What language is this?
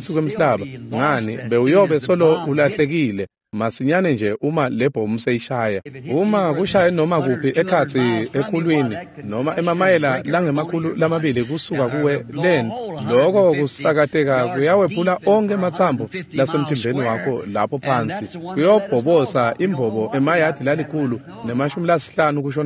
Swati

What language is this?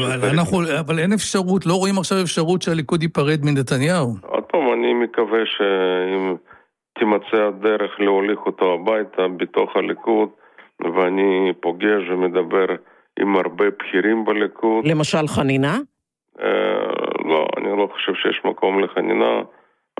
Hebrew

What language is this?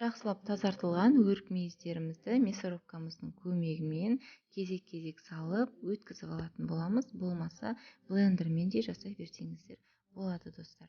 Kazakh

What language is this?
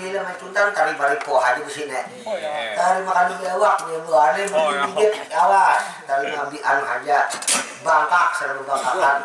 Banjar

